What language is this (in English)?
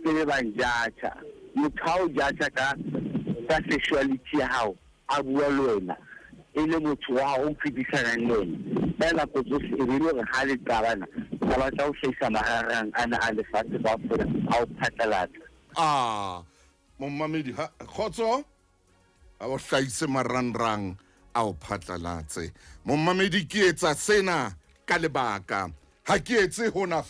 Southern Sotho